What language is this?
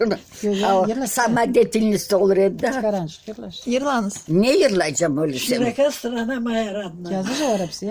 Crimean Tatar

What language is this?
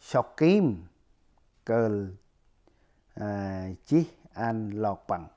Central Mnong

